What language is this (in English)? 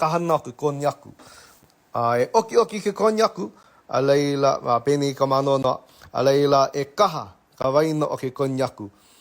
Hawaiian